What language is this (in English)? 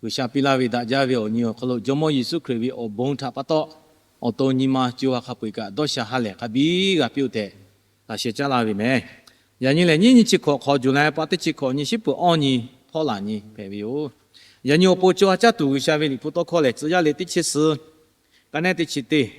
Lahu